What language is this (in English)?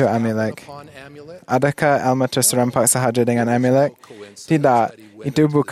Malay